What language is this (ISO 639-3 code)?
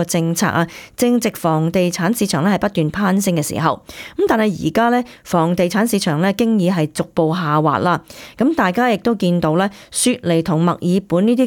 yue